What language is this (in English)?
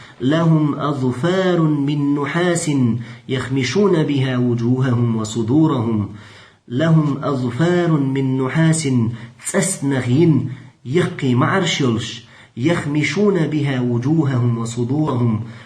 Chechen